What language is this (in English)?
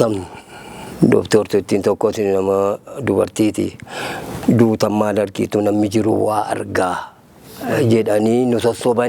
Oromo